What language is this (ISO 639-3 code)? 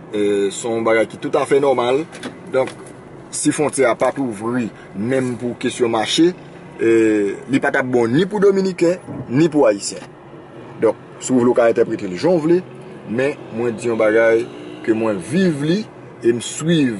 hat